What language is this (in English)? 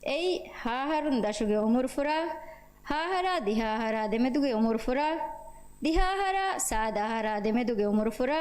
Divehi